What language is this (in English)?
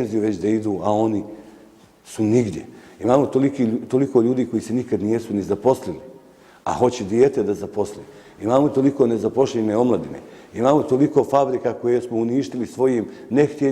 Bosnian